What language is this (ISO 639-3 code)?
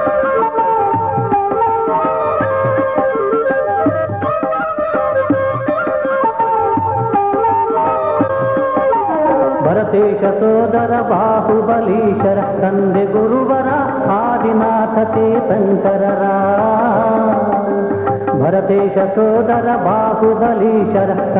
kan